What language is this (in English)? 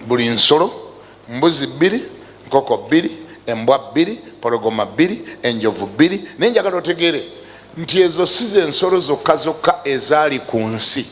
Ganda